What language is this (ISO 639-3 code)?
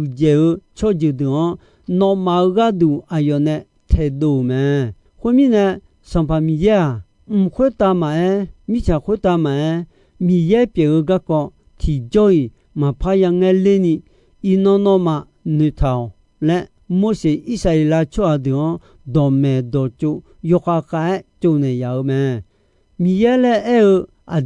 ahk